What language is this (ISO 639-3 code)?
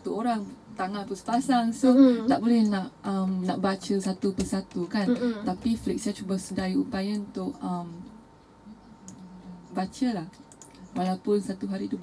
msa